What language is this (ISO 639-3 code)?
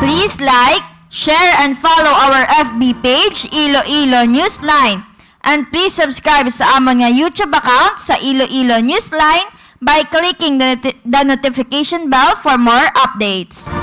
hil